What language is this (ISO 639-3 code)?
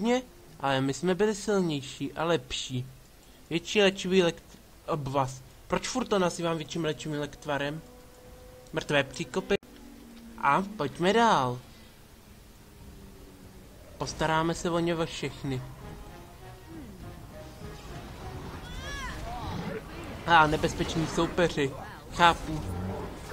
ces